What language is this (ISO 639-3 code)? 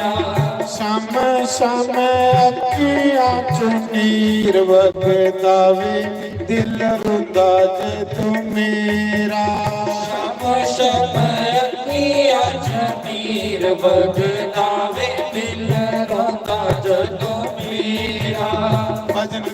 doi